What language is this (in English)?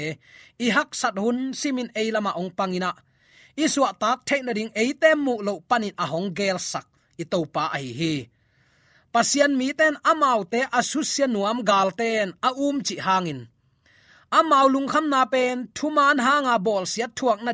Tedim Chin